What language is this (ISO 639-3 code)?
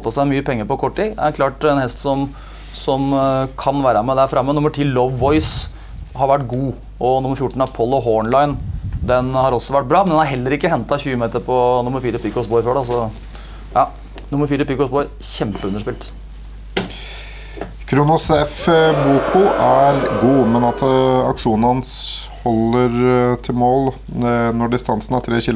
nor